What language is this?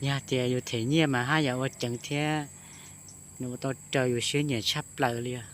Hmong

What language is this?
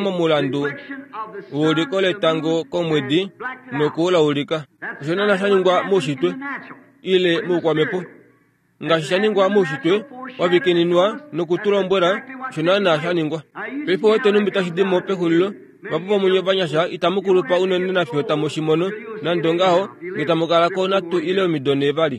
Kuanyama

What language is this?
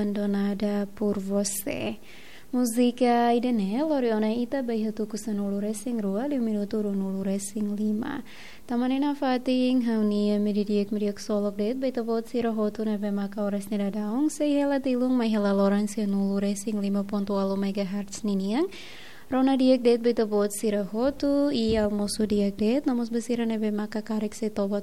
Tetum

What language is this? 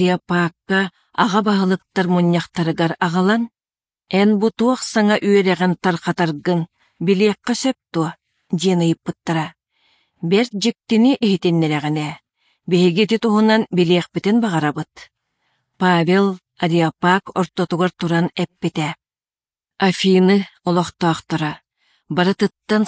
Yakut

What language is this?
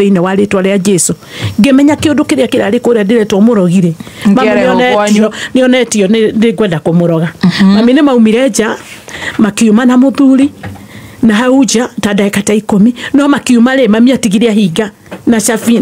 Kikuyu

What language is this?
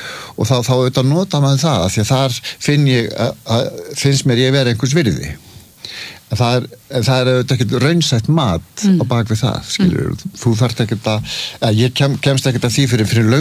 Icelandic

